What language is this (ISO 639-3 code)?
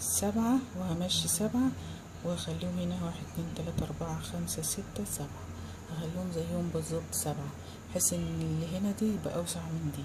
arz